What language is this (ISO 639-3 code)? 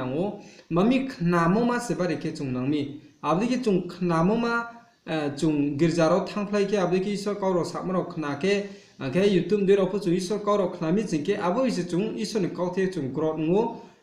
ria